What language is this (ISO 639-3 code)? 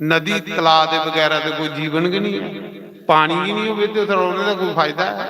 doi